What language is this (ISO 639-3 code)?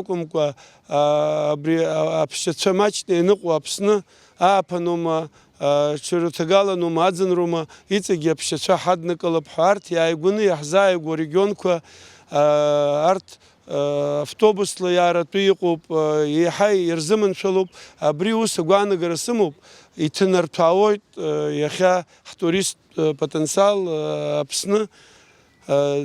abk